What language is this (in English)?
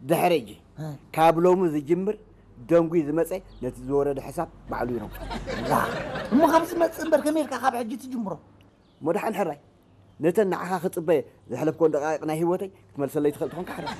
Tigrinya